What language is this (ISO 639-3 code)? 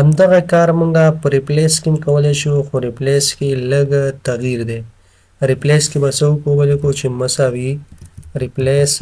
pus